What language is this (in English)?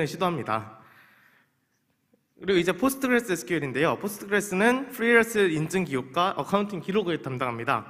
Korean